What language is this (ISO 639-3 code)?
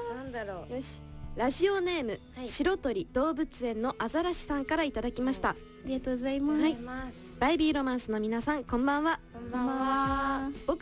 jpn